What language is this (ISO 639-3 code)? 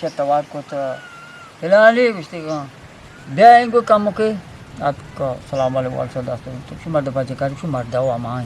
bgp